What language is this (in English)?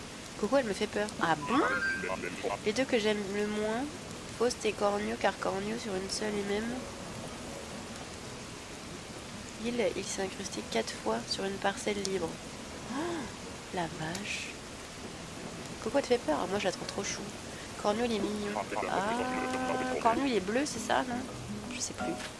French